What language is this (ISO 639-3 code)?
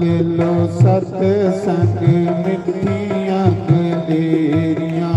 doi